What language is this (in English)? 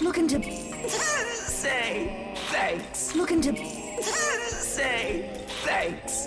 Welsh